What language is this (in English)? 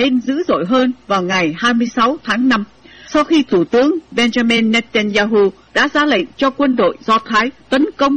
Vietnamese